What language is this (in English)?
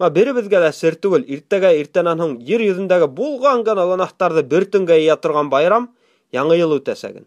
Bashkir